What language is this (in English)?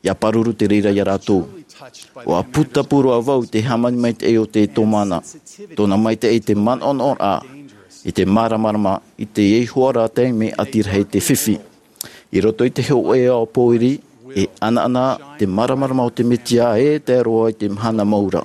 Tahitian